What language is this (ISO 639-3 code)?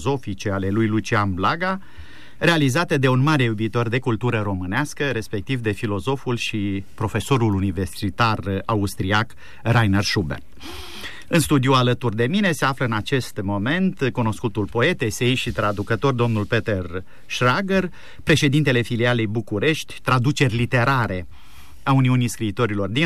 ron